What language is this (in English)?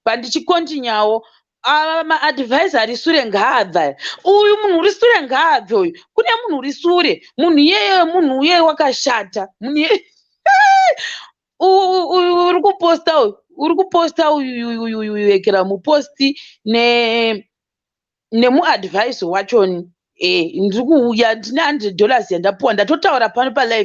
Shona